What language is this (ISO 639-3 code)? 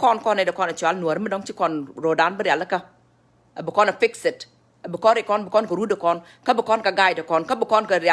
nus